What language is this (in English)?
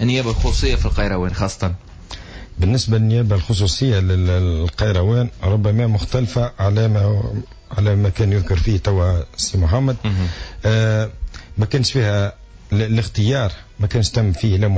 Tunisian Arabic